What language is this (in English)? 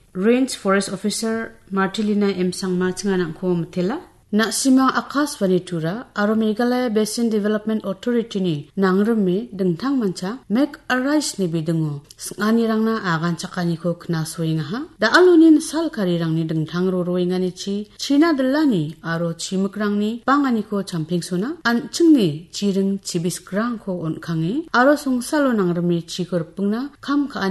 Garo